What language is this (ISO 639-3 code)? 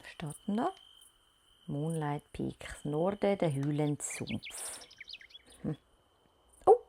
gsw